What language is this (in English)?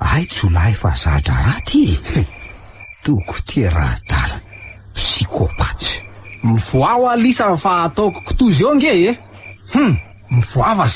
Malagasy